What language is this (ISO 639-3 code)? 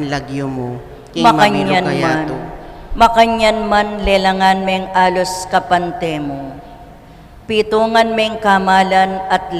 pam